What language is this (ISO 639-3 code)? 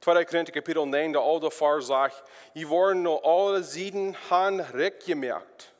pdt